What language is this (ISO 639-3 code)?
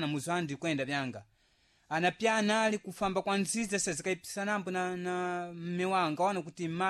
seh